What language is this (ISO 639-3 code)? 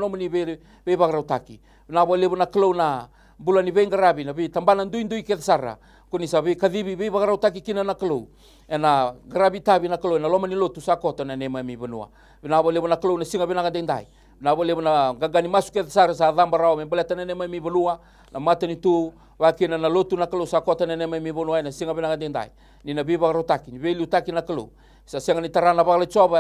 fij